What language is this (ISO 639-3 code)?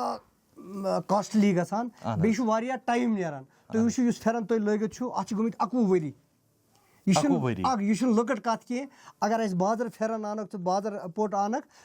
kas